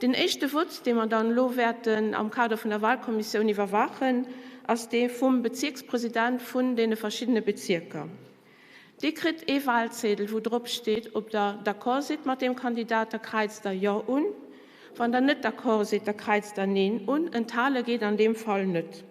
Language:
Luxembourgish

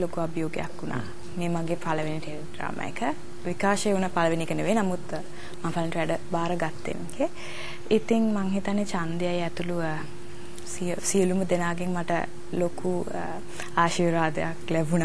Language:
Sinhala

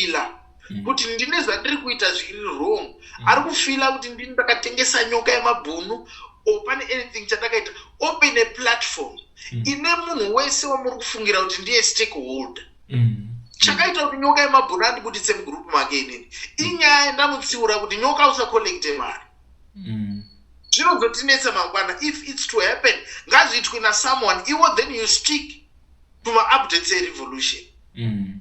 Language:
Shona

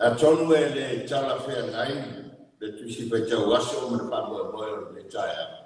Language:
Samoan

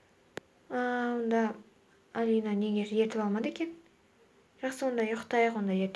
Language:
Kazakh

